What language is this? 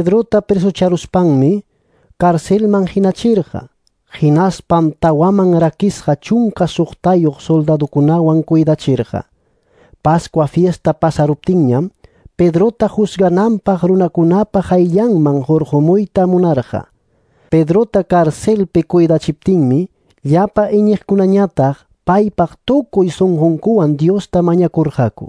Ayacucho Quechua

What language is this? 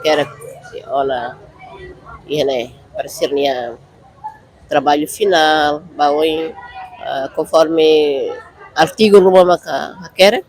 Tetum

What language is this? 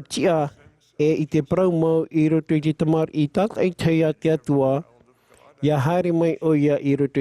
Tahitian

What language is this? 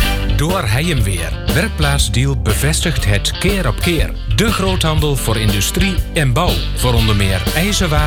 Dutch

